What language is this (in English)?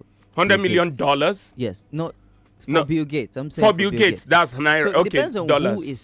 Nigerian Pidgin